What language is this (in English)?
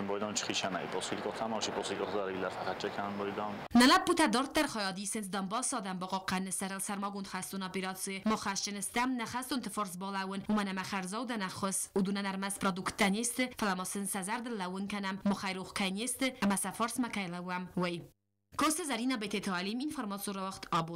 Ossetic